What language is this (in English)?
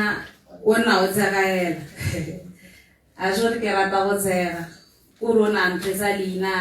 Tswana